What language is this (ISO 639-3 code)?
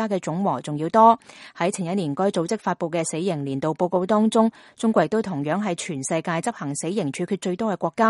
yue